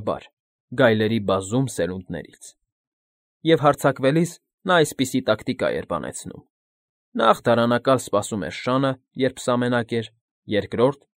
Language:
Armenian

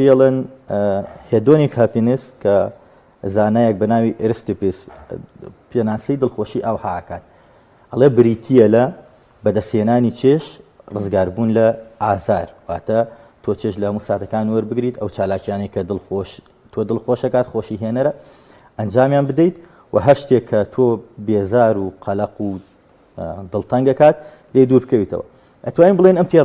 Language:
Central Kurdish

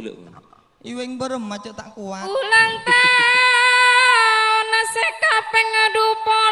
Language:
Madurese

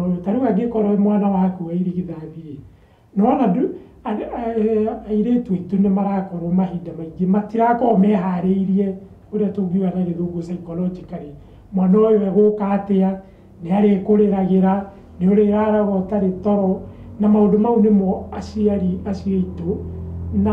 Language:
Kikuyu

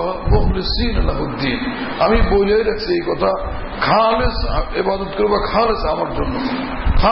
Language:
Bangla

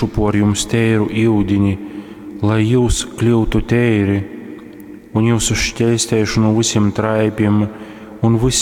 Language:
Latgalian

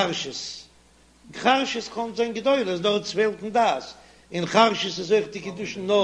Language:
Yiddish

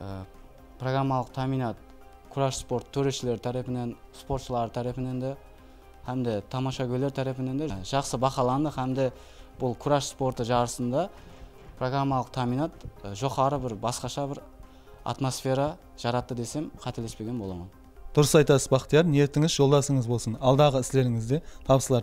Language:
Kara-Kalpak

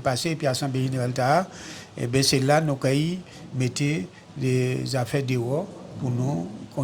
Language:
Guadeloupean Creole French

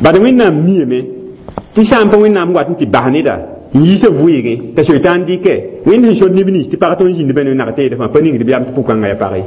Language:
Mossi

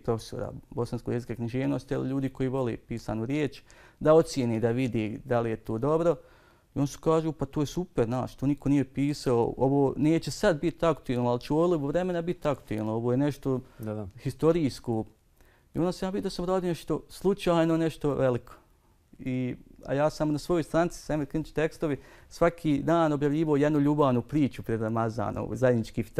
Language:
Bosnian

